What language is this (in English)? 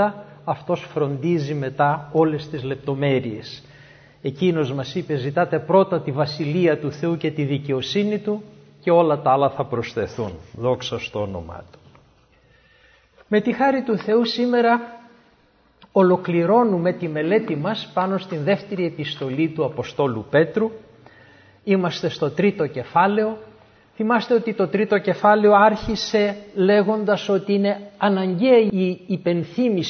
Greek